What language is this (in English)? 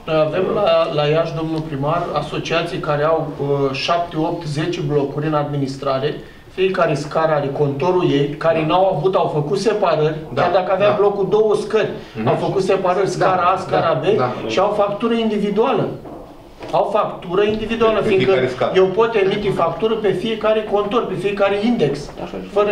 Romanian